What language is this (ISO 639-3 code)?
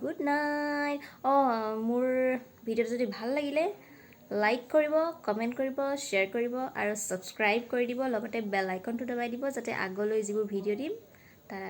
asm